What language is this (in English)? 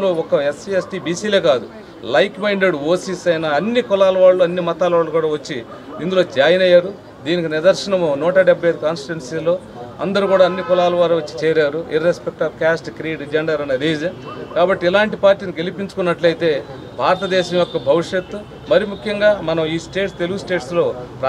Telugu